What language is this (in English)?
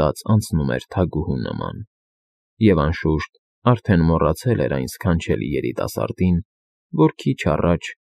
Armenian